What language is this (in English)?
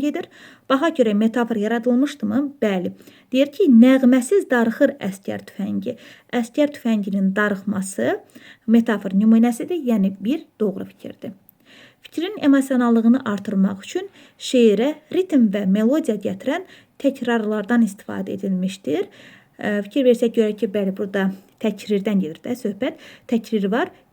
Azerbaijani